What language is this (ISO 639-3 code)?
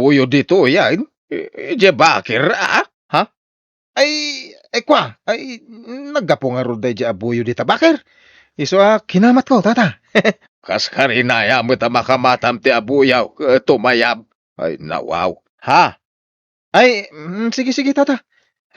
ilo